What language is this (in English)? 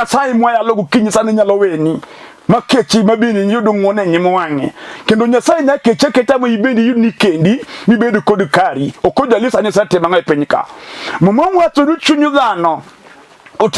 Luo (Kenya and Tanzania)